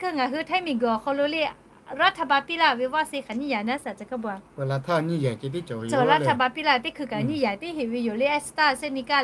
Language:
Lahu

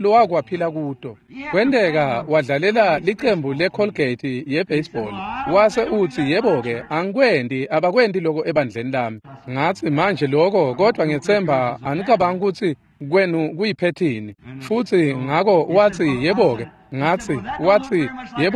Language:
Swati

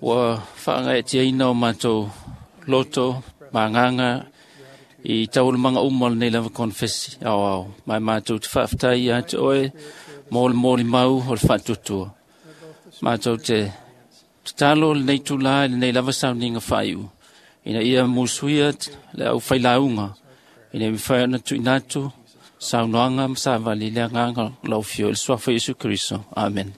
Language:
Samoan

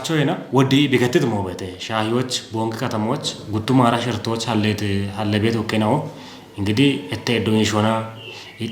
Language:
Kafa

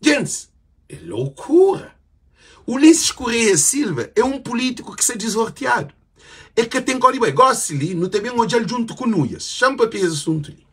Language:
Kabuverdianu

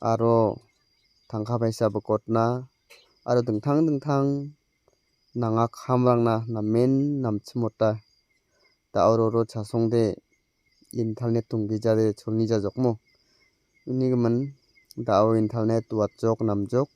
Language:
Garo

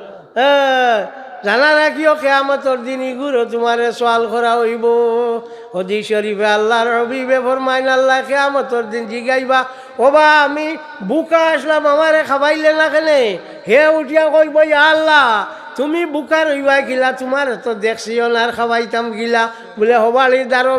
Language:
Sylheti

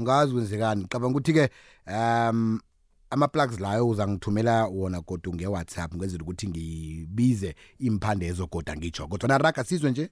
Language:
South Ndebele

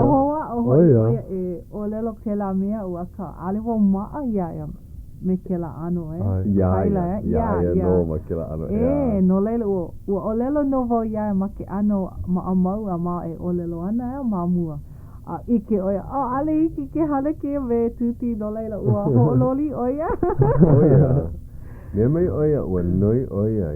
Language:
Hawaiian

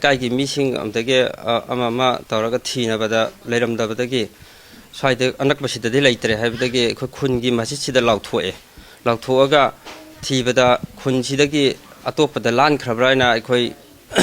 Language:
Manipuri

